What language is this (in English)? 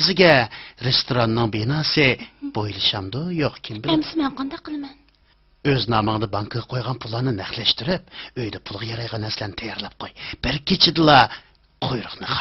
Uyghur